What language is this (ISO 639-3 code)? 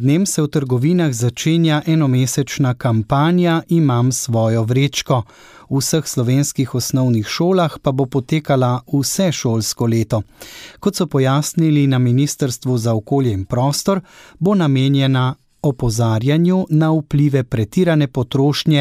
slv